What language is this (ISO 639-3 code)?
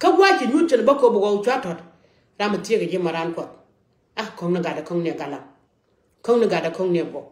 nus